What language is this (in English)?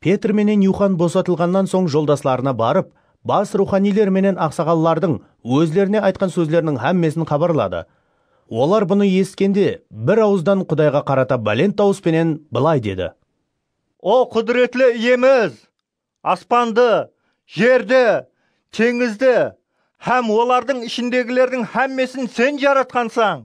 Kara-Kalpak